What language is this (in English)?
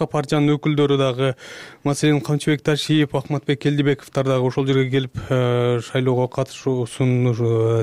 Kyrgyz